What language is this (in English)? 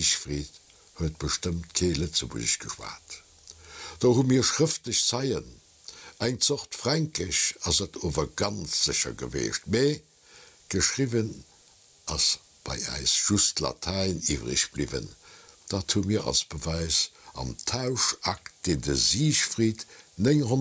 Luxembourgish